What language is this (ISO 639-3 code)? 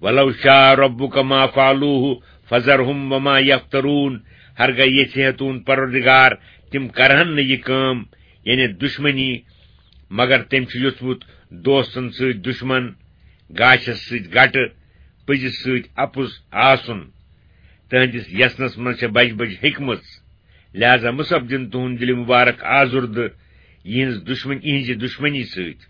kas